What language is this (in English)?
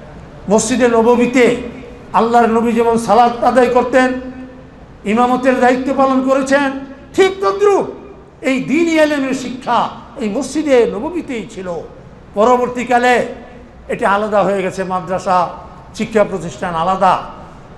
Bangla